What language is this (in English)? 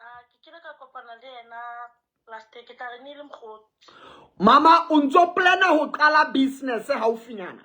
Southern Sotho